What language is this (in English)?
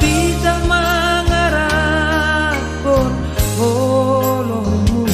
Batak Simalungun